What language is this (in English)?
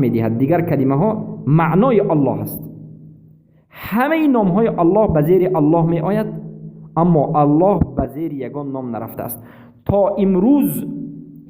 Persian